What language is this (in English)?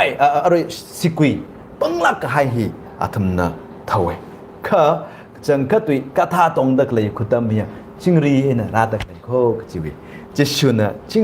Tangkhul Naga (India)